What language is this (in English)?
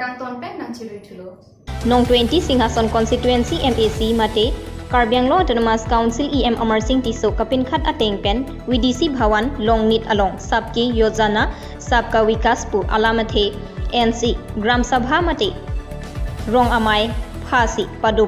Karbi